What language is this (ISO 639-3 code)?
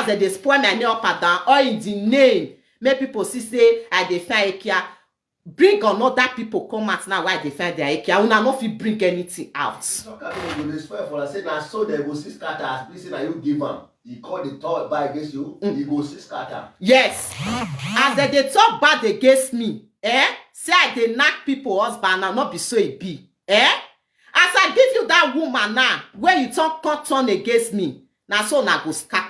pcm